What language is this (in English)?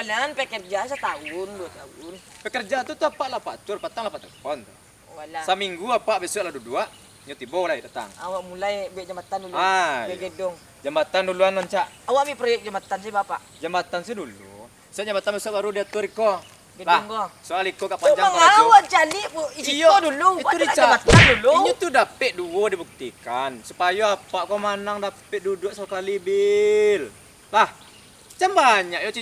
Minangkabau